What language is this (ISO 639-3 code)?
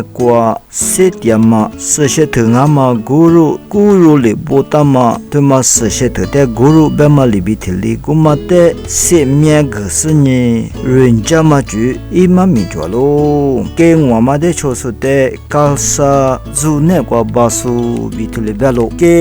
lis